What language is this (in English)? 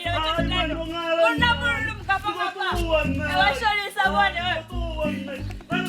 Venda